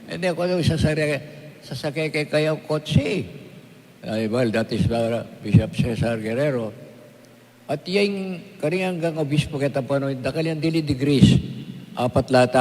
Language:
Pampanga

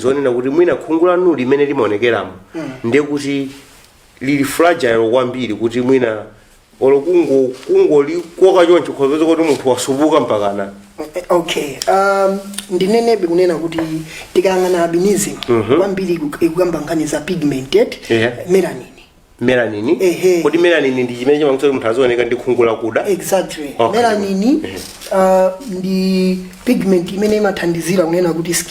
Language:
Nyanja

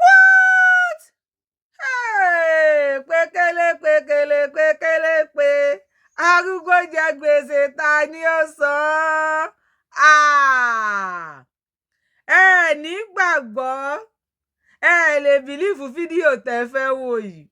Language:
Yoruba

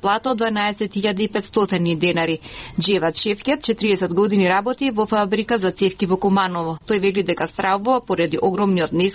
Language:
Macedonian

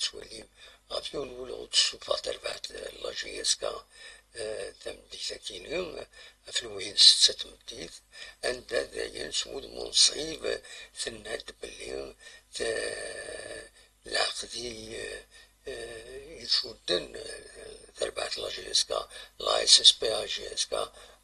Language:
Kabyle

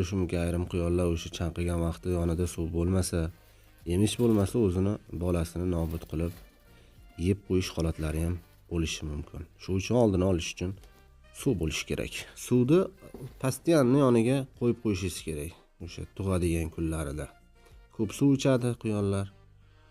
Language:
Uzbek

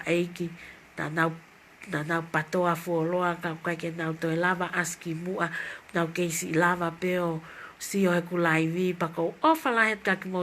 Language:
Tongan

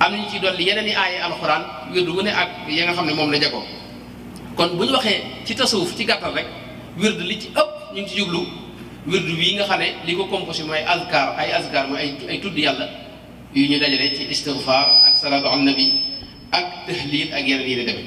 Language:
Wolof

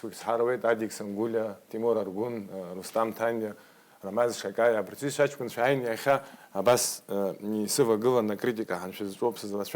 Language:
Abkhazian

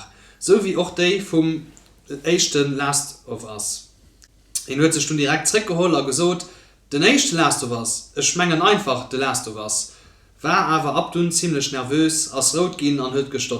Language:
Luxembourgish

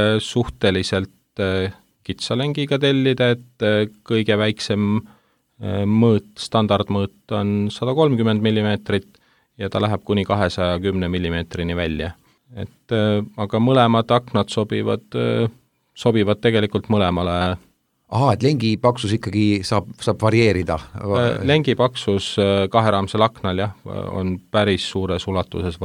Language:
Estonian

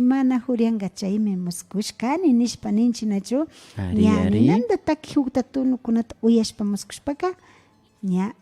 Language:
Imbabura Highland Quichua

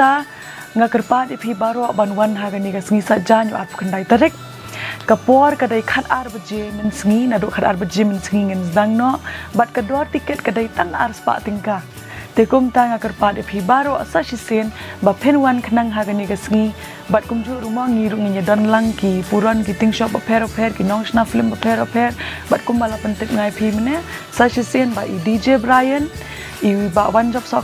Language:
Khasi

